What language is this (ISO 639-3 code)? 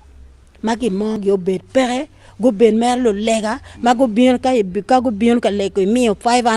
ach